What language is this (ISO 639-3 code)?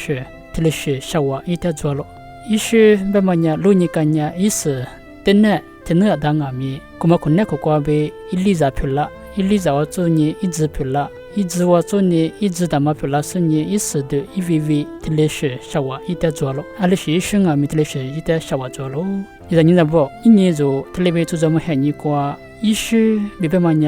lis